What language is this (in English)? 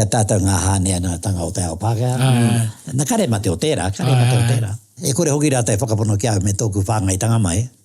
Māori